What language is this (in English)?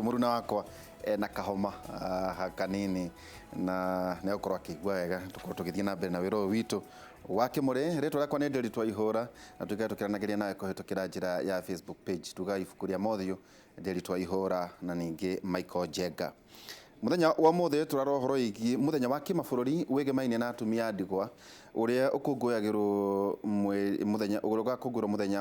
Kikuyu